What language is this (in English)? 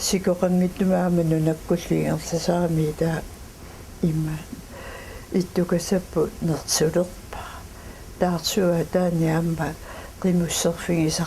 Kalaallisut